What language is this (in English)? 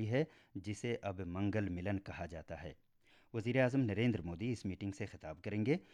Urdu